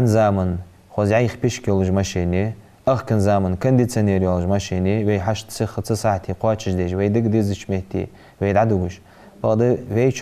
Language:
Ingush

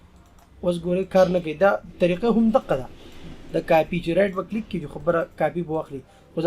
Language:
Pashto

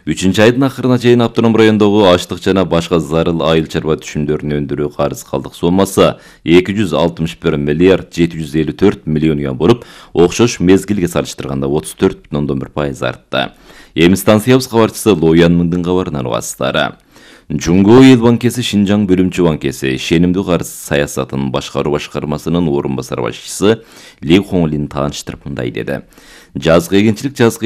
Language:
Kyrgyz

